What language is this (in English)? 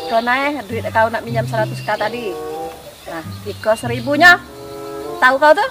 Musi